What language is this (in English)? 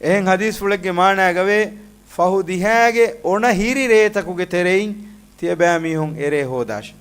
Divehi